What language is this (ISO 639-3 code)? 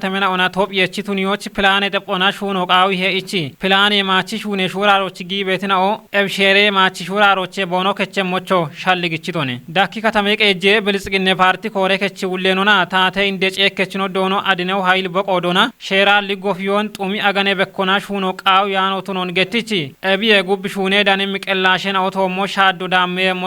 kbr